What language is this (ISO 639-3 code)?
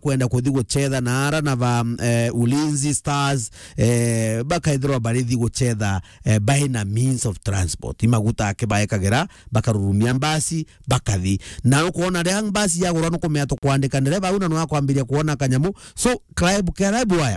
mer